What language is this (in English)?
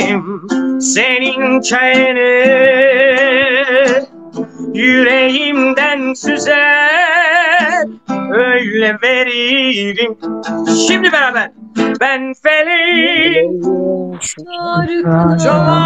Turkish